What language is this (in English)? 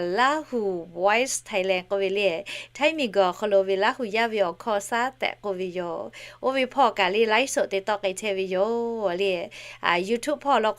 Lahu